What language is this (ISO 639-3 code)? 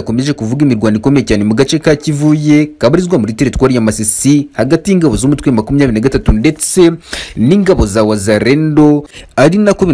kin